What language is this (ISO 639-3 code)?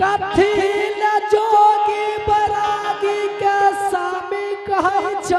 anp